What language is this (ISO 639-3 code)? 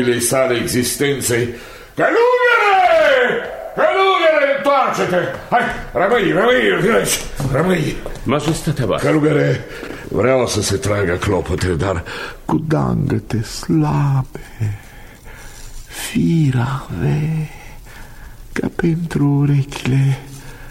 ron